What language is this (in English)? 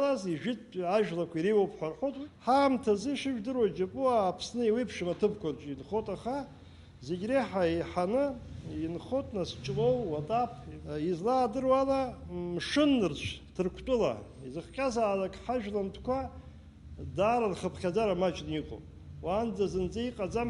Abkhazian